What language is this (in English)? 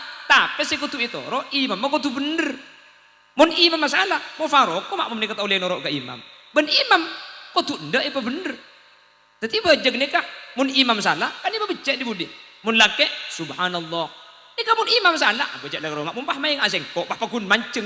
Madurese